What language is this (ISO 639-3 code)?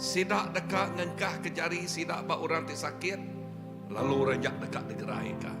iba